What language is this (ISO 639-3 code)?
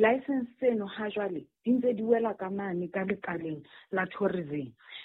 sot